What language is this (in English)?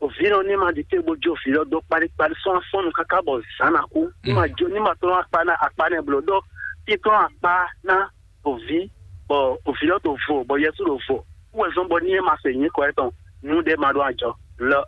Fon